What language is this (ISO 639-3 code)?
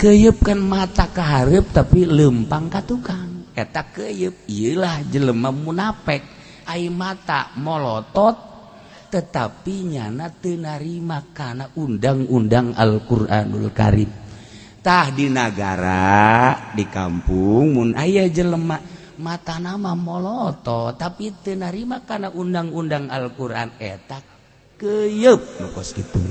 sun